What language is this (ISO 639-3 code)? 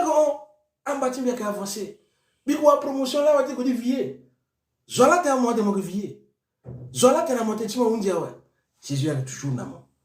sag